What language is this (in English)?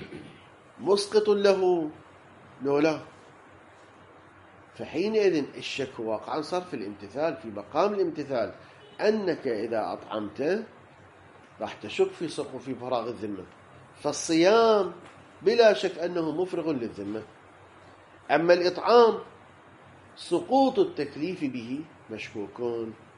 Arabic